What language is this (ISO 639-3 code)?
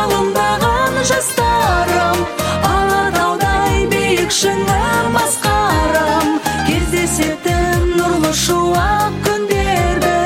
kaz